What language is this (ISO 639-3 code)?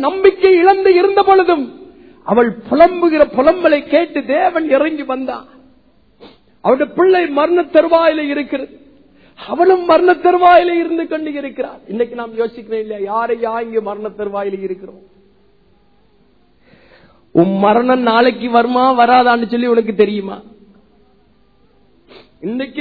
tam